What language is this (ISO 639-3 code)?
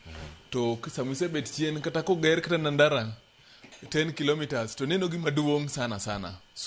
luo